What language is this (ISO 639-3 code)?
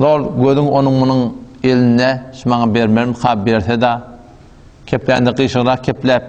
tuk